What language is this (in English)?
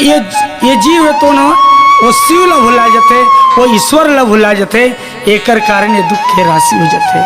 Chhattisgarhi